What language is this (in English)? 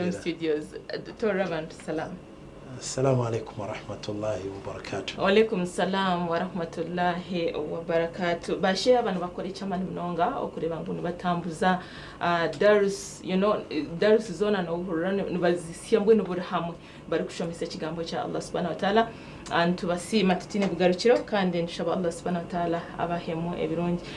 Nyankole